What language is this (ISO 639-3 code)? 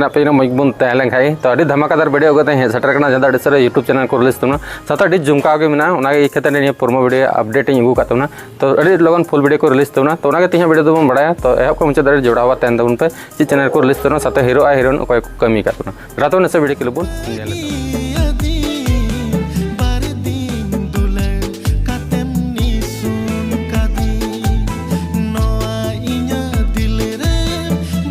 sat